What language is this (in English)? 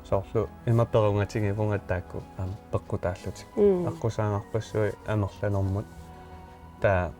Kalaallisut